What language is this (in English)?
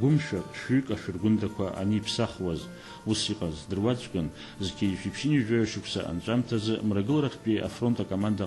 Abkhazian